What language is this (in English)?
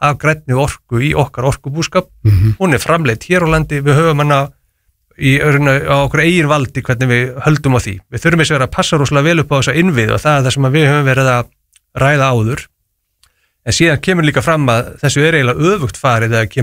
Icelandic